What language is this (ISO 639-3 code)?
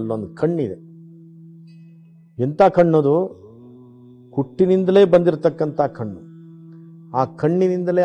kan